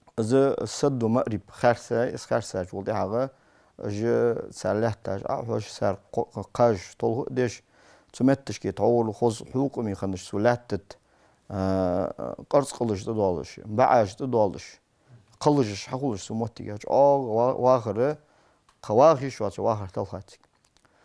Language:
Ingush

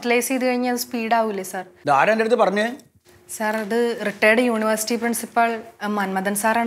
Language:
Malayalam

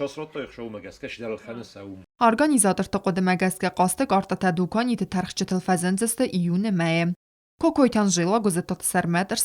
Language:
Ossetic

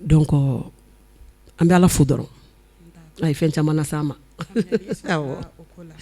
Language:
Bambara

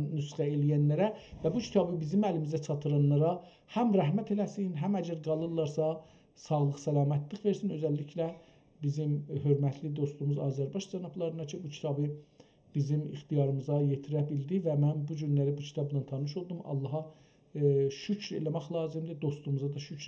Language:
South Azerbaijani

